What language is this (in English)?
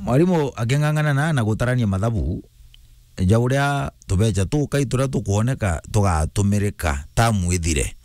Meru